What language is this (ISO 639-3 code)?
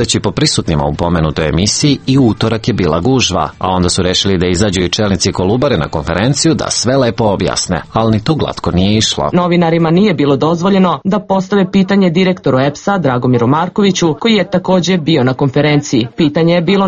srp